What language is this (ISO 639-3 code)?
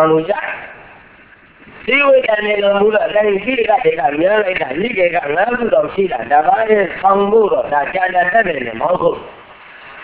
mya